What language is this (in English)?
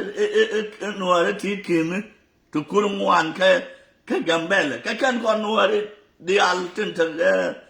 Nuer